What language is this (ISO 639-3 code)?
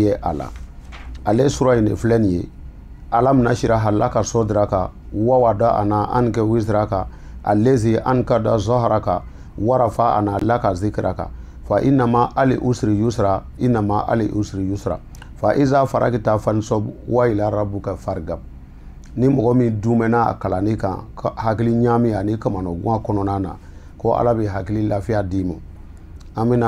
bam